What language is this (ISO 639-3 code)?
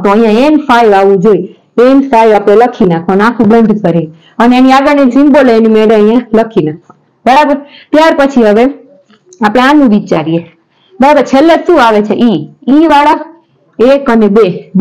guj